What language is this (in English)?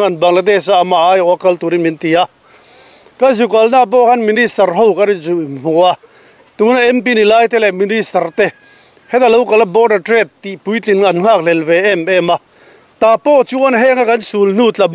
Mizo